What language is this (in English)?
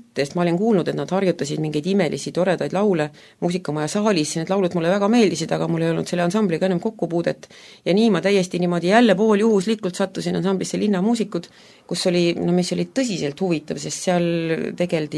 Estonian